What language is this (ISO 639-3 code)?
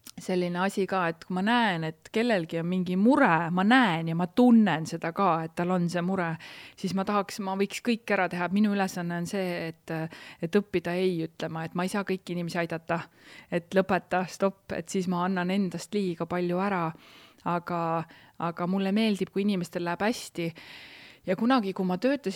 est